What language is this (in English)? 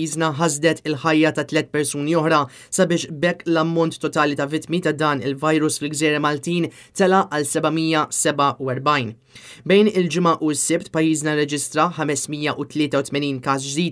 Maltese